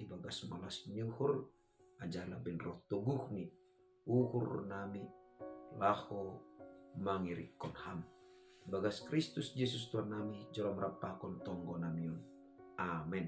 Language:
Batak Simalungun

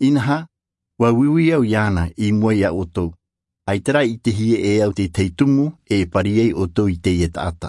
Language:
Tahitian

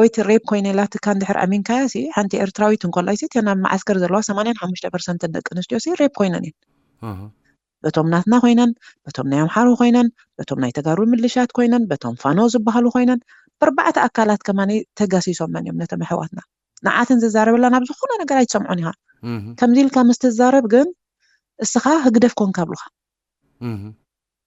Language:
Tigrinya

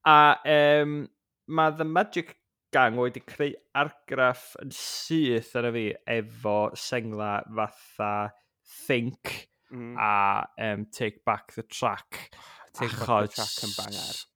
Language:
Welsh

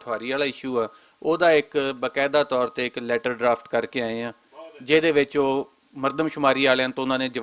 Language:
Western Panjabi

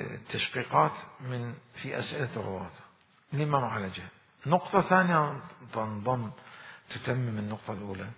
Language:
Mesopotamian Arabic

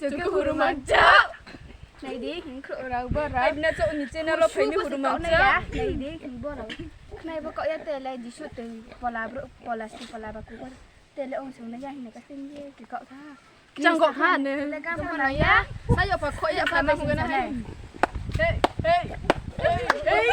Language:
Riang (India)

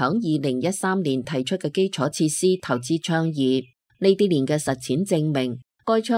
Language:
Cantonese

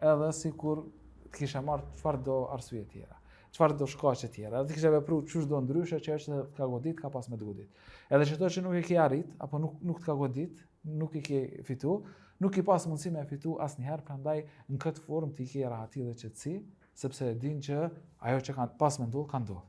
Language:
Albanian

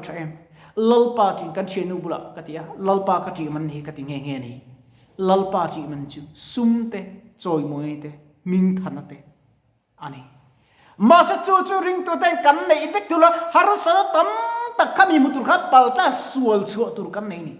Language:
Mizo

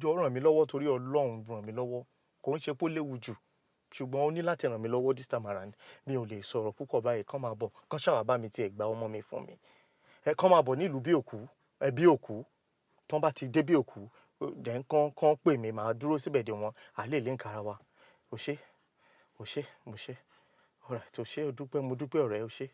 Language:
Yoruba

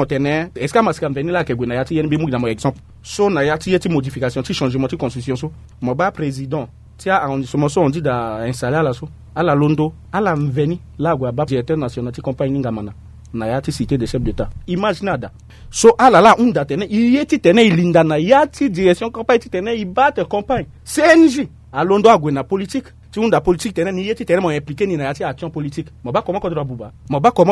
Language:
Sango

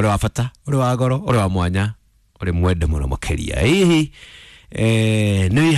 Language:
Kikuyu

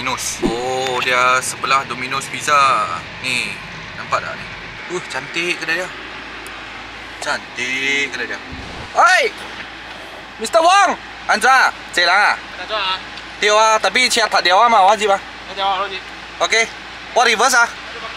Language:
Malay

